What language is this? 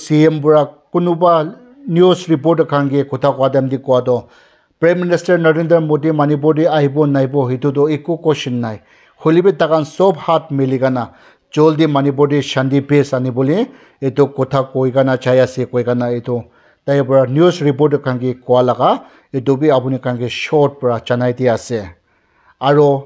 Naga Pidgin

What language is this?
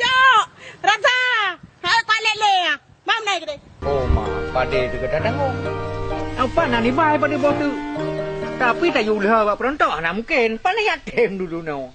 Achinese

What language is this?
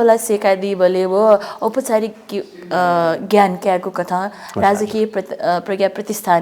Newari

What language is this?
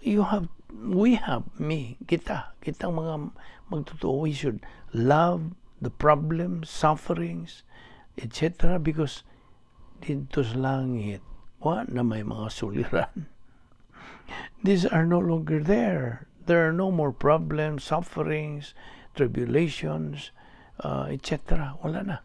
Cebuano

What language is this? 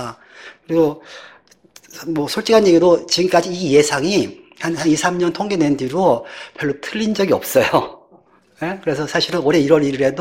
Korean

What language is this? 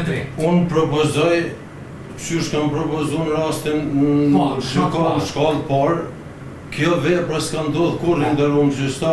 Albanian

